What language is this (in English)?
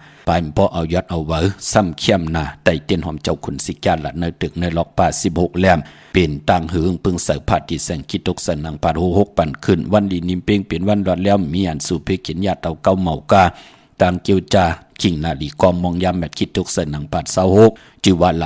Shan